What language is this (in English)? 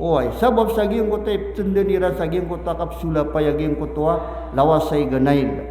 Maranao